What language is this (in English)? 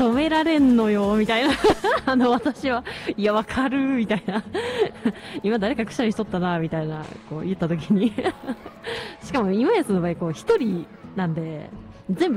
Japanese